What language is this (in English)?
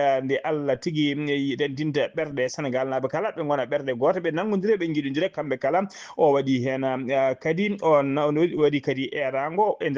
Fula